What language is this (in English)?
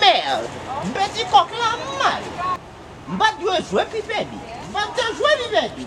Haitian Creole